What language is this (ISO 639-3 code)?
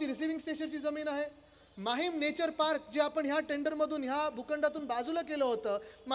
mar